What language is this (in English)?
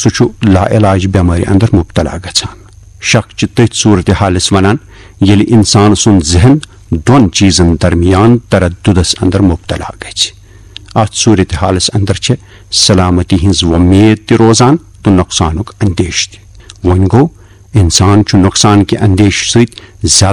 Kashmiri